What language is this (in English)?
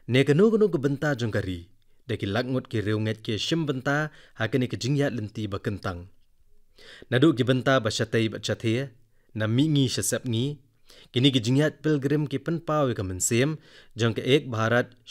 Khasi